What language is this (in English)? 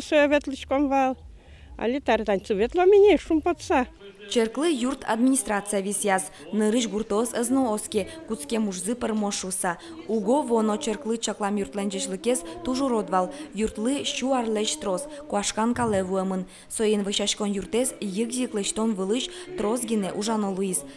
Udmurt